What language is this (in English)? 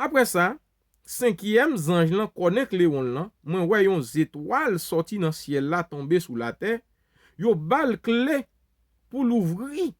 Haitian Creole